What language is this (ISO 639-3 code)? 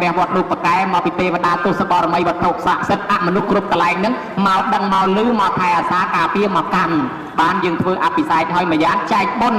khm